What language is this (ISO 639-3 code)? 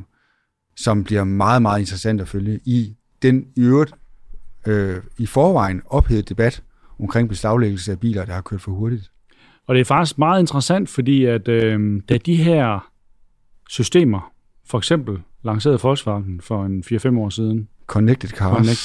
dan